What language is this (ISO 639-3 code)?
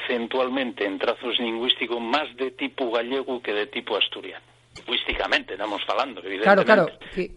ast